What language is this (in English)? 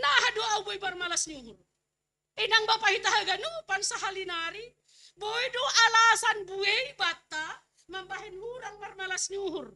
Batak Simalungun